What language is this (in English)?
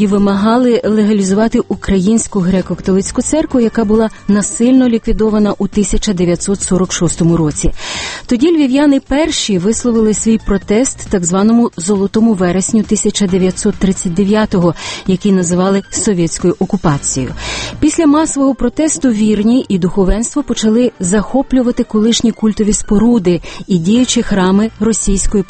Ukrainian